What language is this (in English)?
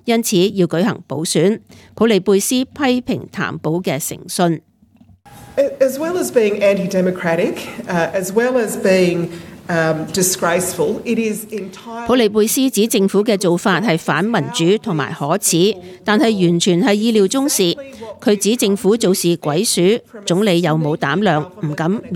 Cantonese